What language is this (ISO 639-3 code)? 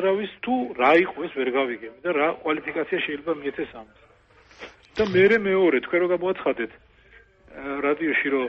kat